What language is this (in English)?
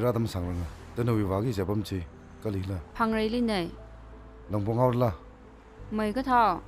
Tangkhul Naga (India)